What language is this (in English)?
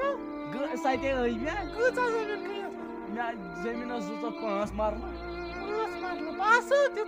Kashmiri